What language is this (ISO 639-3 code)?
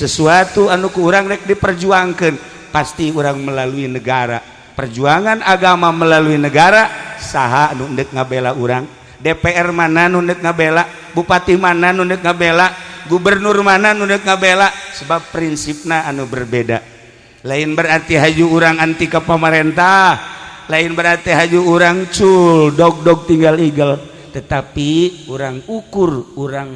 sun